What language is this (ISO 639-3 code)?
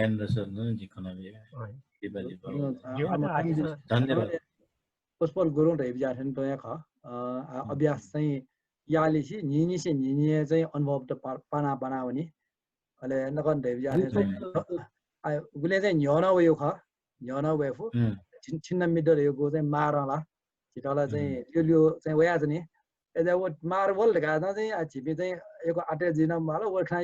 new